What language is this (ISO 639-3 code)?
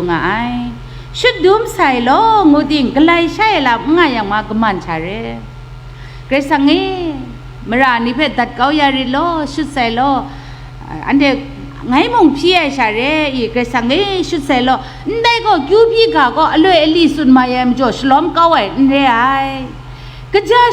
kac